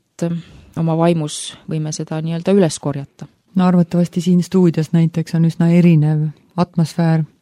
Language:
Estonian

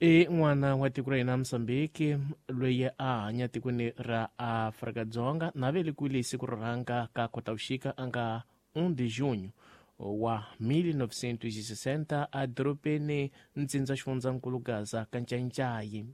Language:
Tsonga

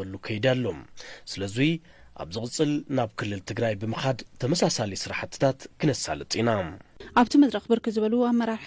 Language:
Tigrinya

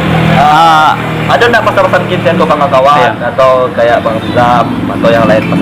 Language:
Minangkabau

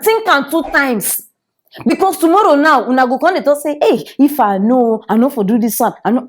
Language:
Nigerian Pidgin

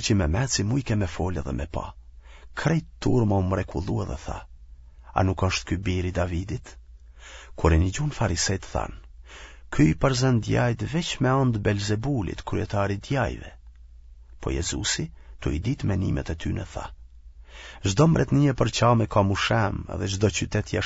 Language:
Albanian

